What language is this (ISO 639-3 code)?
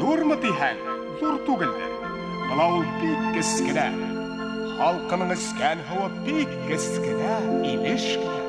bak